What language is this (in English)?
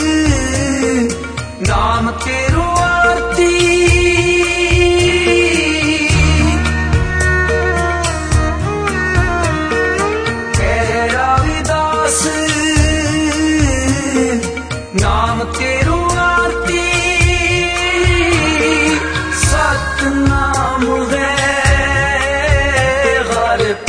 Hindi